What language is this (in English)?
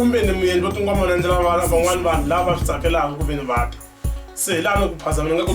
Tsonga